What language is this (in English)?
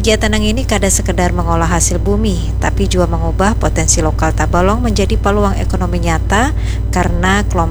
Banjar